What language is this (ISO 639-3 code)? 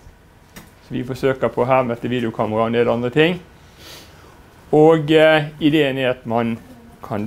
nor